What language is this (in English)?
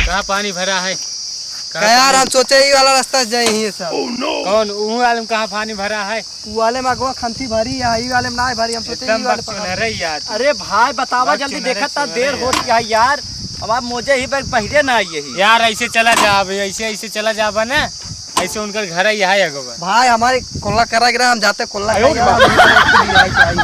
Awadhi